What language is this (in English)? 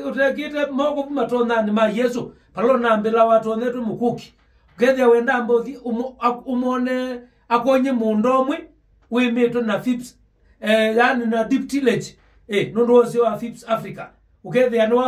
Kamba